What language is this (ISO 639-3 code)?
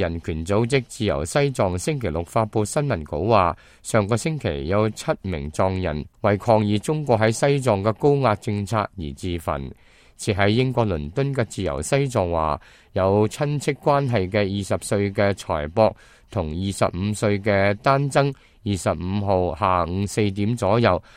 yue